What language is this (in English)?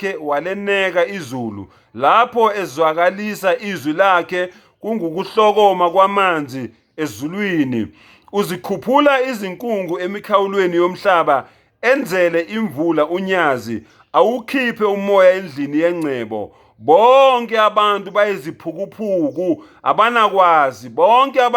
Zulu